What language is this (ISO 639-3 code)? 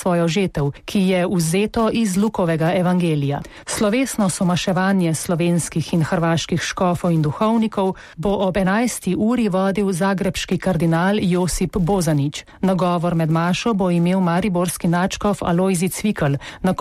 slv